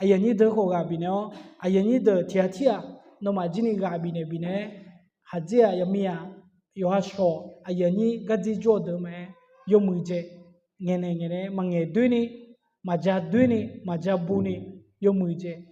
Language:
Akha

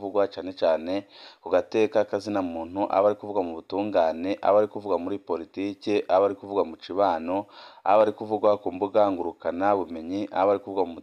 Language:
Rundi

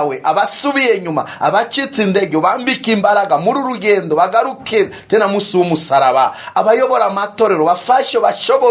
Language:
Kinyarwanda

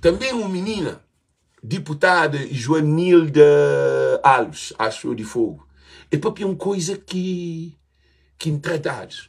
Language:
Kabuverdianu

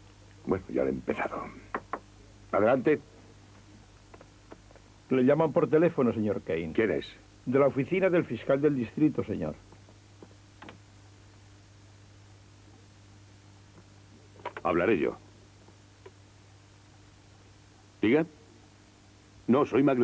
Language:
Spanish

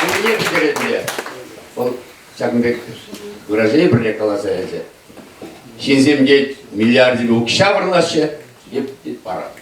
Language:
Chuvash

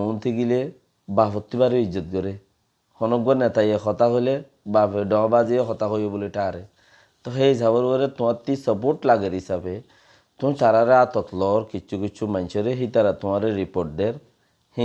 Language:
Rohingya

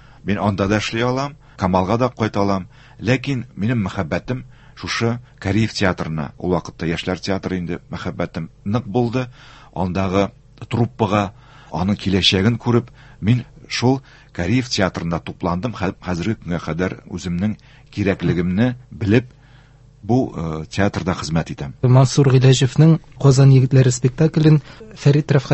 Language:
Tatar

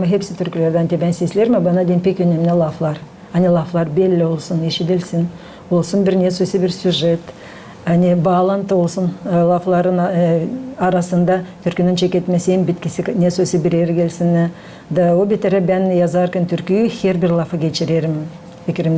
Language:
Gagauz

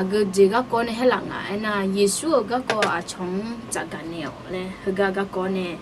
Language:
Akha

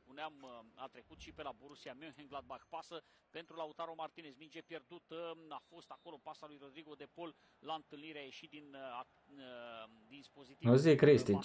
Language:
Romanian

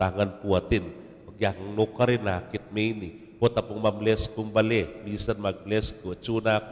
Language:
Pampanga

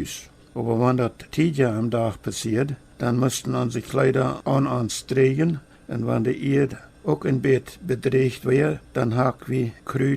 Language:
Plautdietsch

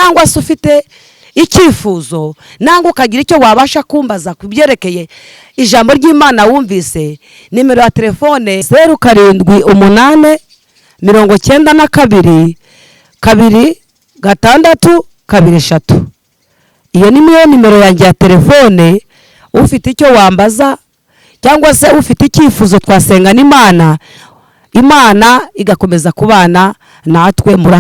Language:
Kinyarwanda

